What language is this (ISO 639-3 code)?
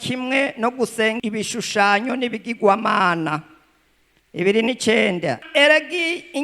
run